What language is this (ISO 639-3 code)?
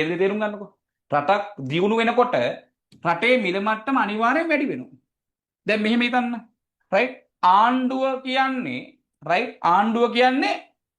sin